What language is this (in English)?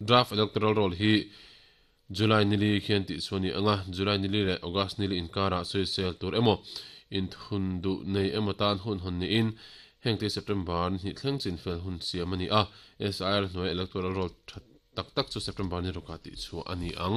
Mizo